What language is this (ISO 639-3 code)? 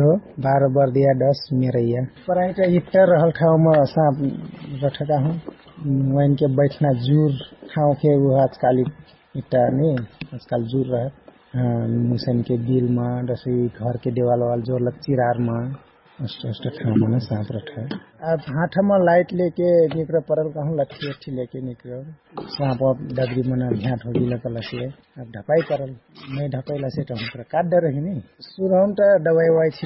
thl